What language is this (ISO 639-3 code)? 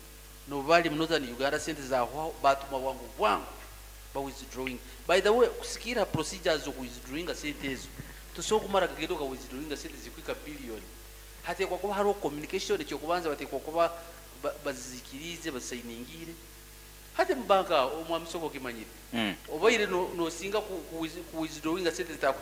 nyn